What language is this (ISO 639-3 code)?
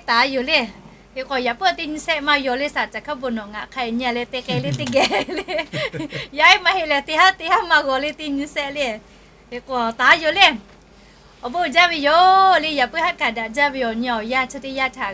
lhu